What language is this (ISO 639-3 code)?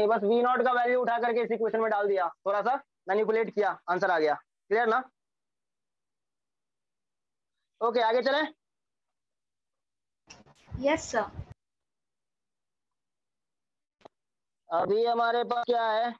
hin